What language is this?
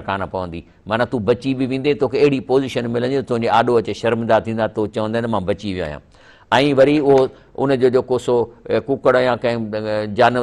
Sindhi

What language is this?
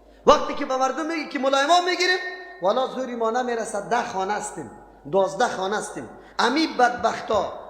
Persian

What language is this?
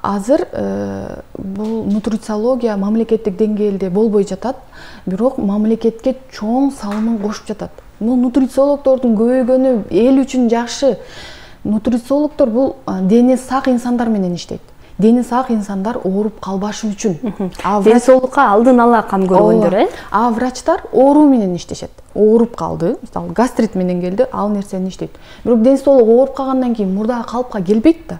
Kyrgyz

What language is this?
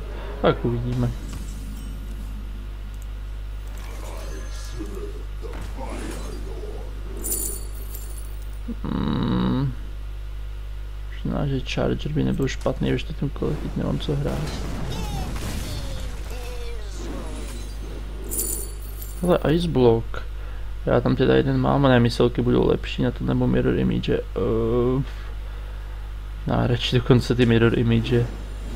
Czech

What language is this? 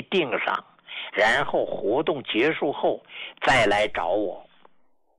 Chinese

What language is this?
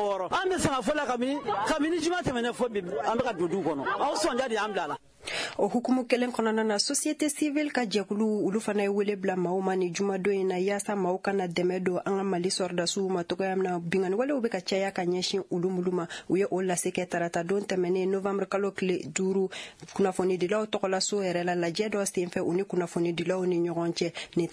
Bambara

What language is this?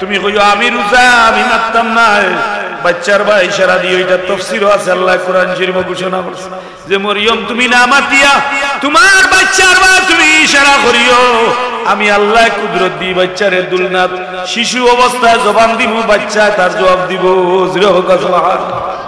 Sylheti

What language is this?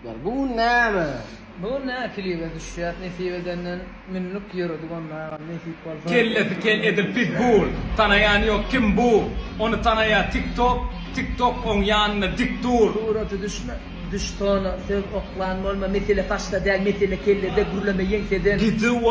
Turkmen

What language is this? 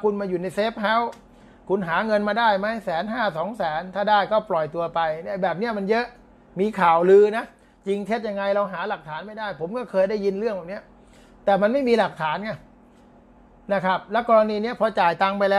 Thai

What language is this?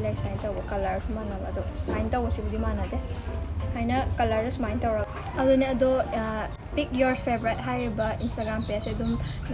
Manipuri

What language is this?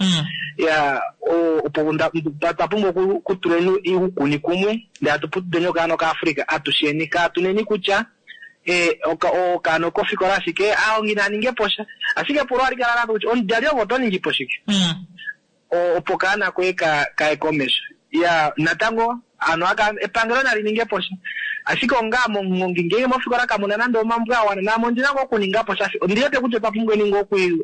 Kuanyama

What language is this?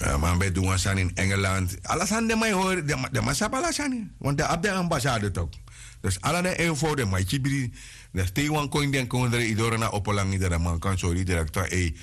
Sranan Tongo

